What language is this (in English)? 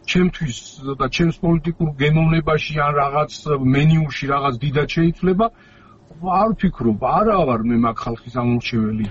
Georgian